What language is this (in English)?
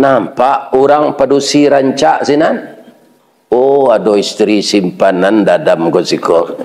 Minangkabau